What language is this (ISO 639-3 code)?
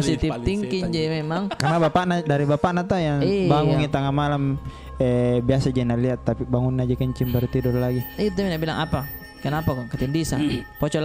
mfp